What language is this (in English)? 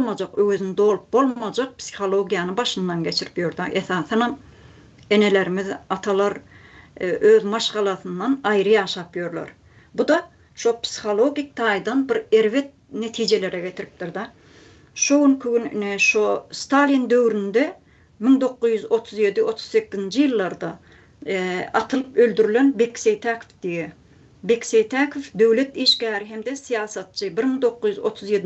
Turkmen